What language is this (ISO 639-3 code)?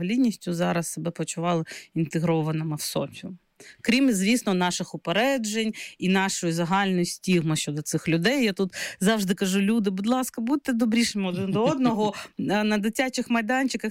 ukr